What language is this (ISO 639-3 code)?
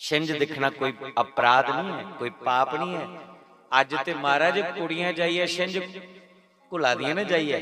doi